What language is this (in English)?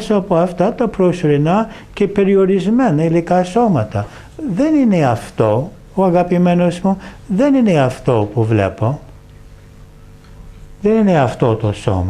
Greek